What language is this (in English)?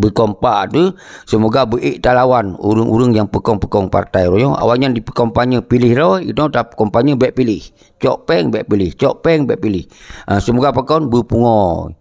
Achinese